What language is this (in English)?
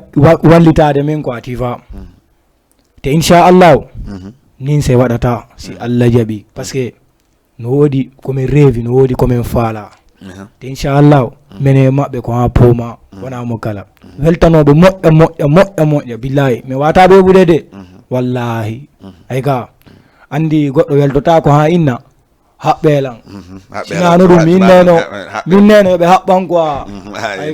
Fula